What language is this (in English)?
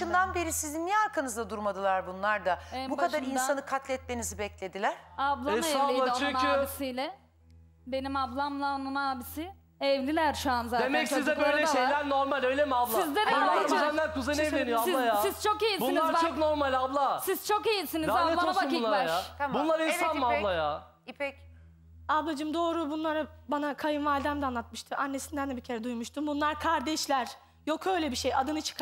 Turkish